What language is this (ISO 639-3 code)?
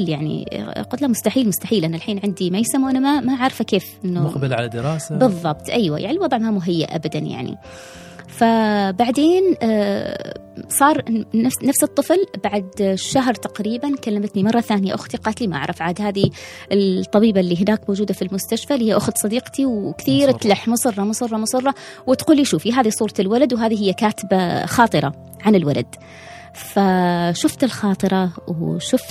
afb